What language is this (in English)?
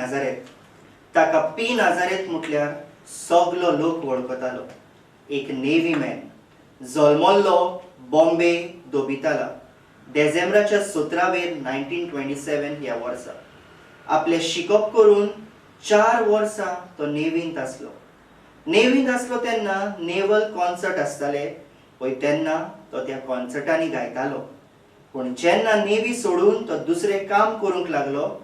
Konkani